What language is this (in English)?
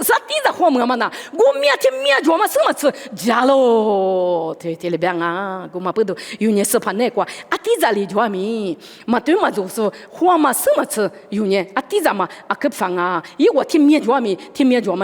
Lisu